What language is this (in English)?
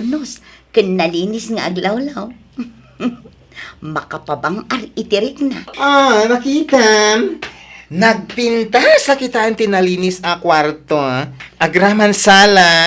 Iloko